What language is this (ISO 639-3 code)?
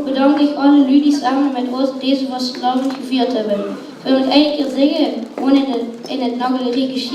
lim